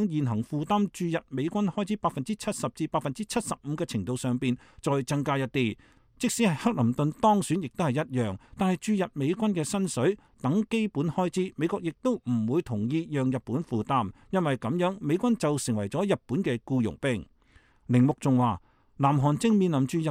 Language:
Cantonese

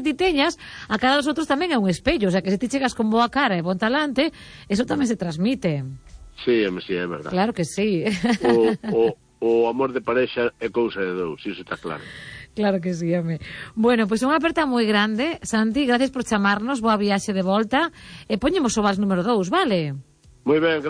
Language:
Galician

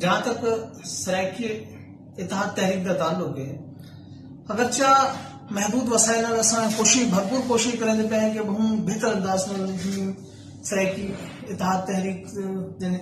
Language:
Saraiki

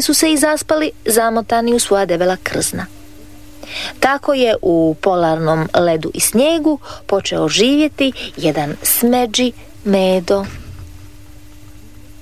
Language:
Croatian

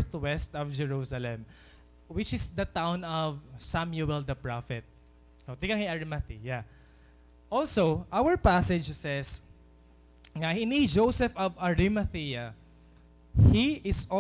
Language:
Waray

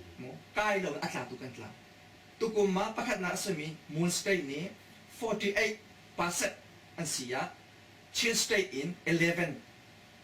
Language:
Hakha Chin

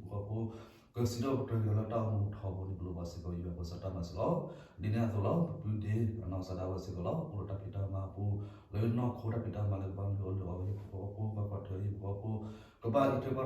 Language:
S'gaw Karen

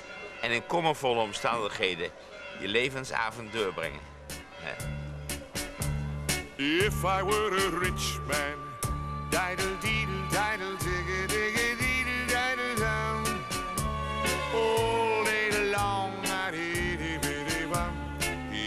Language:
Dutch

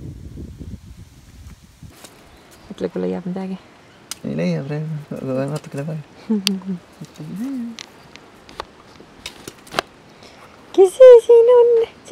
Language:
Estonian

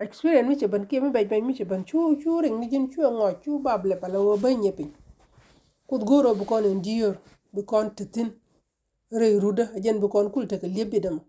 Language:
Nuer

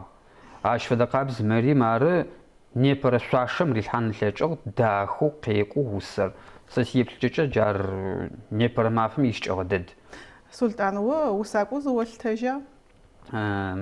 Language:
Adyghe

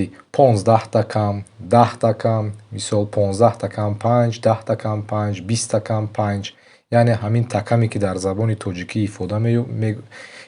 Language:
Tajik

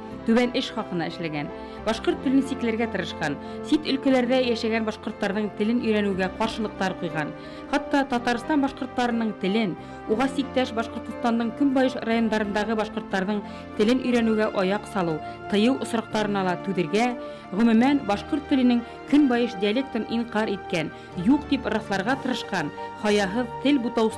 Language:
Bashkir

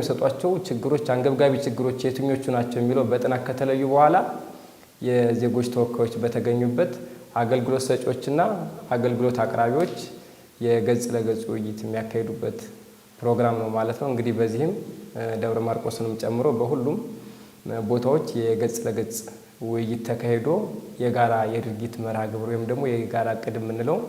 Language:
Amharic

